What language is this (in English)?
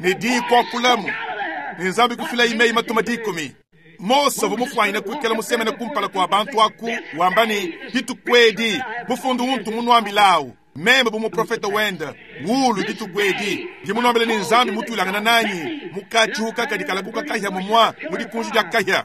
Luba-Lulua